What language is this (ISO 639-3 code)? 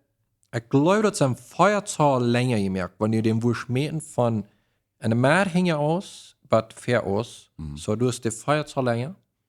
pdt